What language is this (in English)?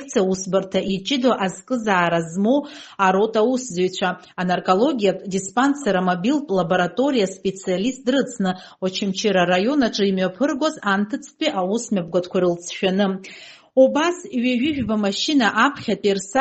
Abkhazian